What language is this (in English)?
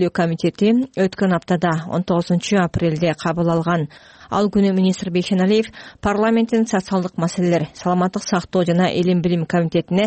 Kyrgyz